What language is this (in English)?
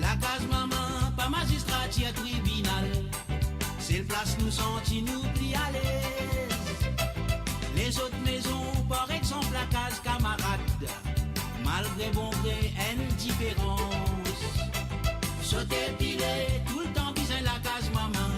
Morisyen